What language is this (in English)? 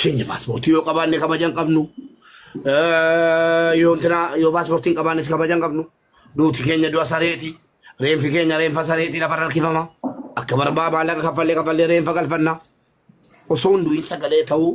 Oromo